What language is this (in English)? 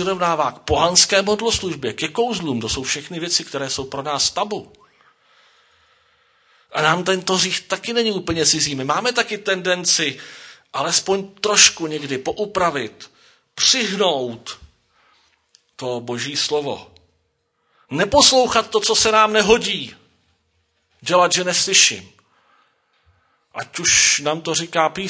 Czech